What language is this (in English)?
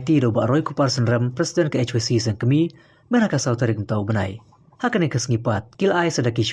Khasi